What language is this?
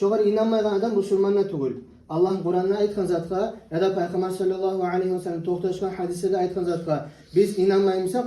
Kumyk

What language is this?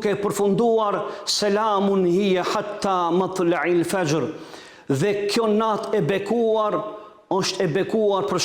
Albanian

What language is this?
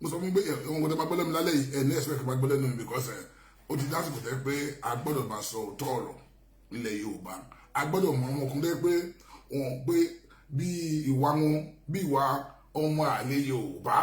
Yoruba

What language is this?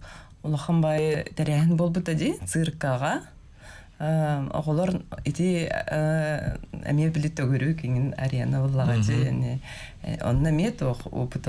Yakut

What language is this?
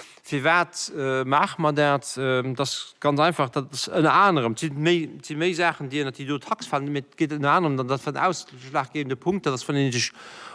Luxembourgish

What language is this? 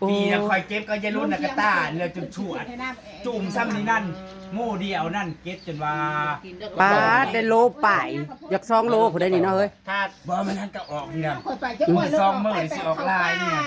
Northeastern Thai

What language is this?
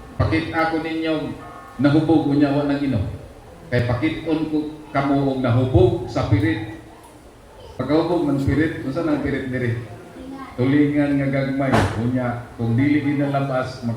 Cebuano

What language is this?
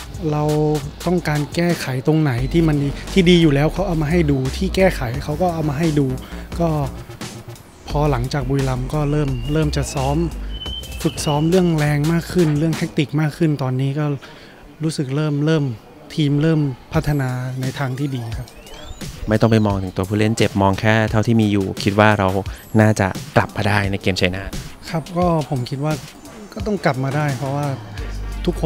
Thai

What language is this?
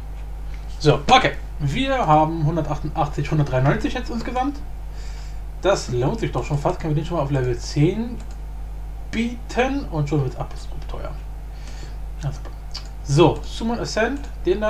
German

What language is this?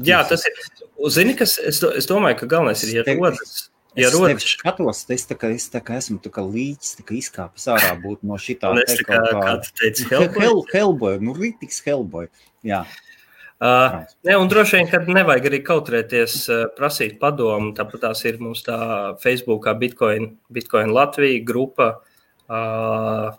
Latvian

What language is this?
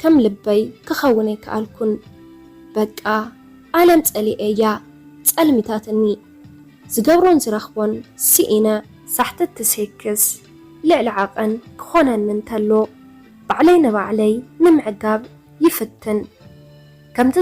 Tigrinya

